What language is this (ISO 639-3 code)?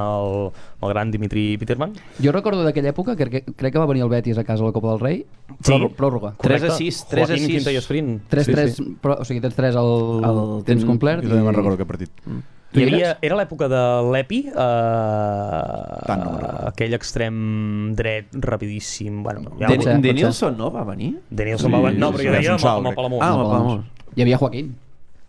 cat